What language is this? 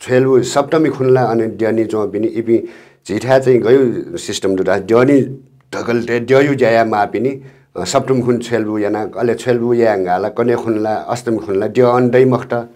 Newari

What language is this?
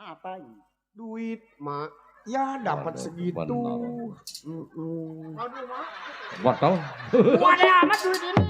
Betawi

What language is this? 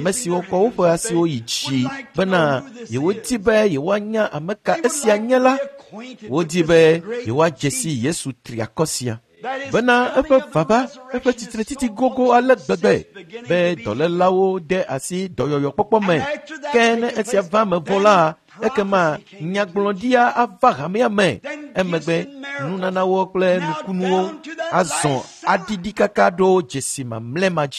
Ewe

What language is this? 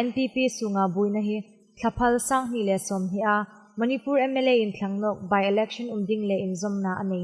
Hmar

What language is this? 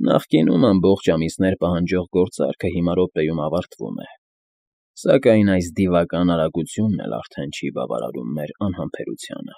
Armenian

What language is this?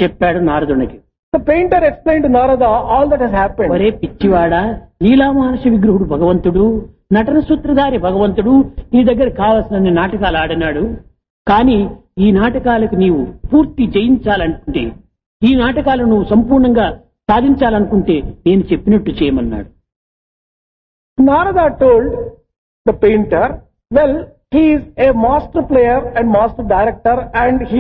Telugu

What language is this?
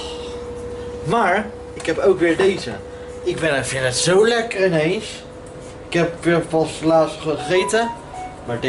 Dutch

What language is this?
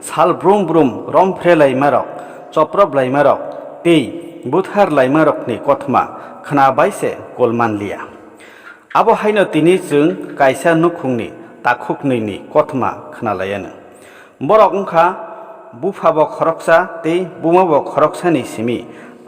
Kok Borok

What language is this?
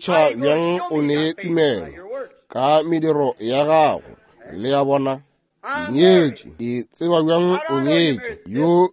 Northern Sotho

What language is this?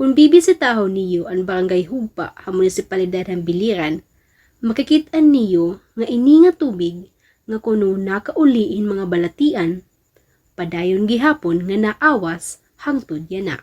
Waray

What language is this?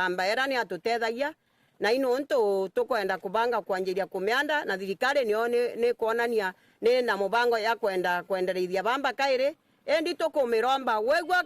Meru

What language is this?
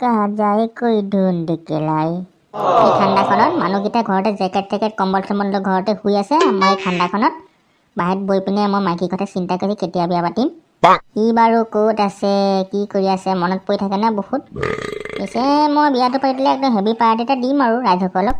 Assamese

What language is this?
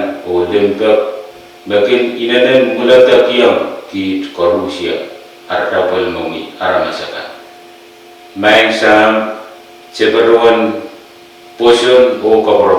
Pohnpeian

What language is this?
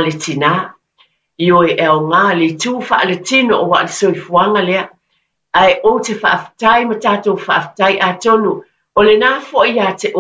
Samoan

